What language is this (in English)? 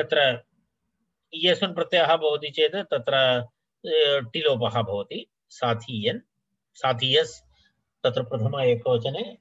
Sanskrit